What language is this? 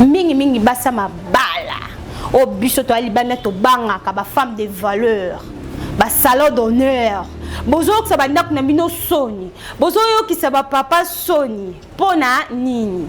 Lingala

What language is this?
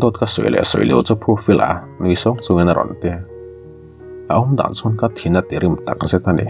Mizo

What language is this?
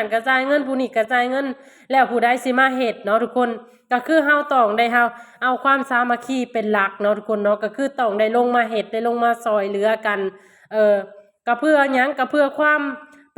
Lao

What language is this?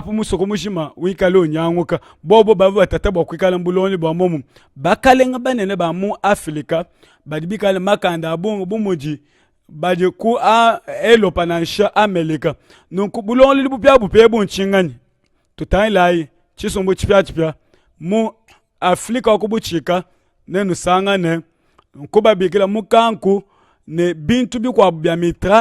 Luba-Lulua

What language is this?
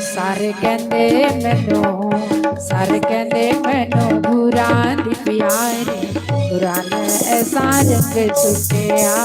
Dogri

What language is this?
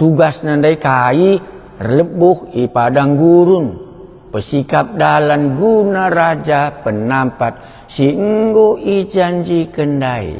Batak Karo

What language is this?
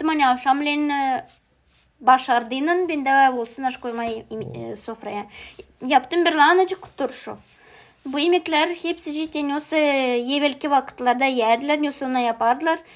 Gagauz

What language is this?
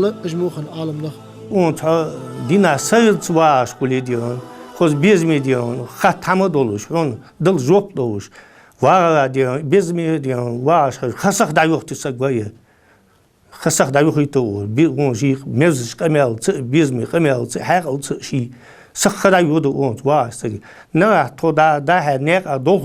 Ingush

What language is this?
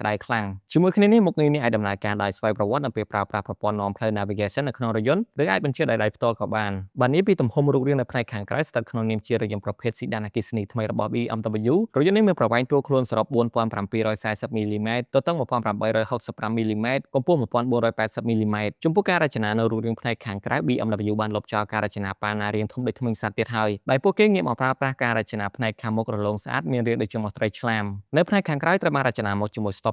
Khmer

